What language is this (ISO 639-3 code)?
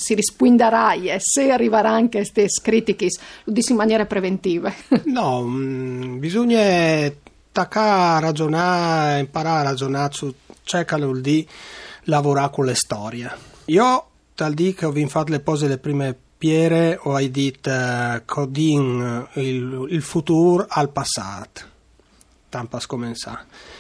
fur